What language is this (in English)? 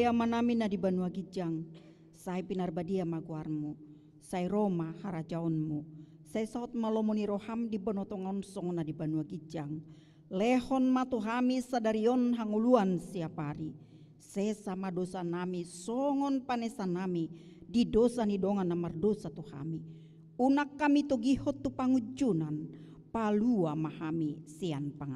Batak Toba